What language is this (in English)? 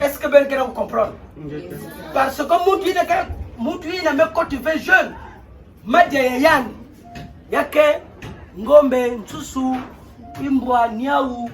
Kituba (Democratic Republic of Congo)